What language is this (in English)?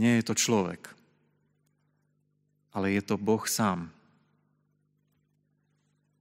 Slovak